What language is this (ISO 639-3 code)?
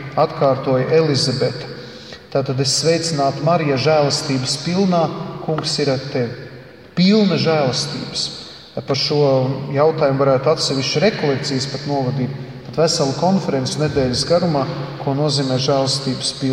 lav